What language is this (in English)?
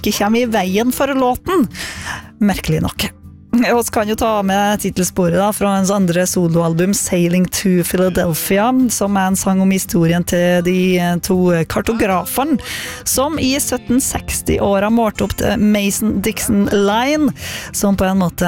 Norwegian